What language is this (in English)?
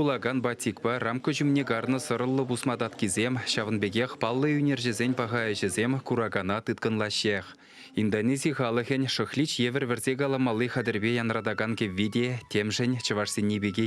Chuvash